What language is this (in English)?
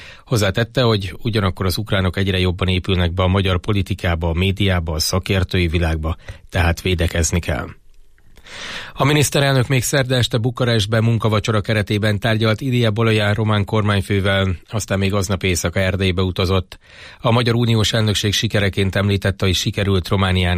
Hungarian